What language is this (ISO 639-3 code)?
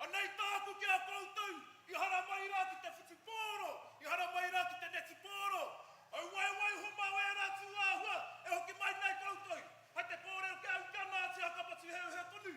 mri